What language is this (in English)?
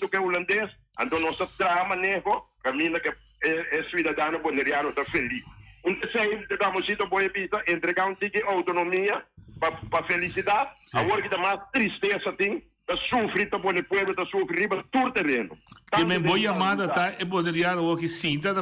Papiamento